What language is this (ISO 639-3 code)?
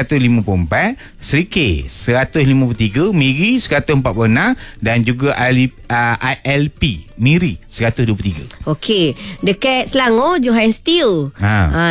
msa